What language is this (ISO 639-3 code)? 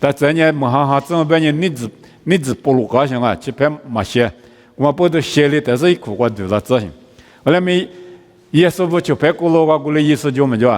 lis